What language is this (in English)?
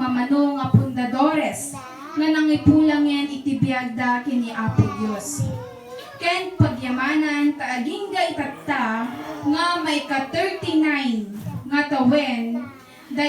Iloko